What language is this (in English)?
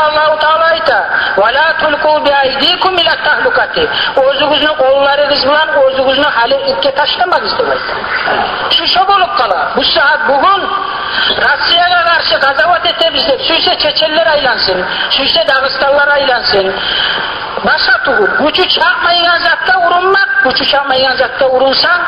Kumyk